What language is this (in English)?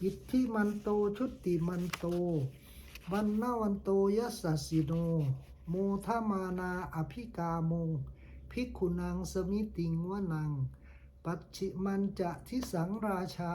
Pali